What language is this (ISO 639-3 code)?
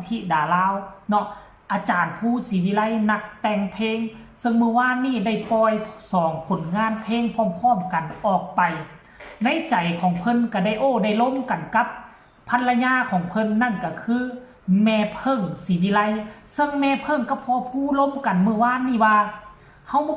tts